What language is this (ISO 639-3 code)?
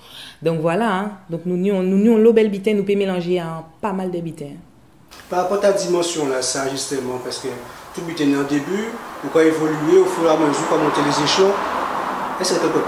gcf